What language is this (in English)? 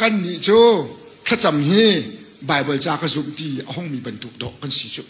Hakha Chin